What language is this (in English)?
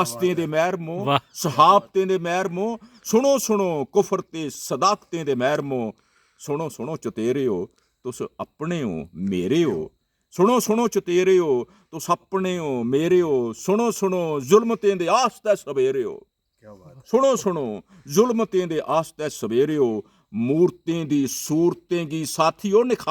Dogri